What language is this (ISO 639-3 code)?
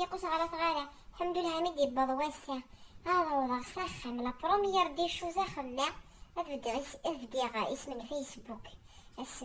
kab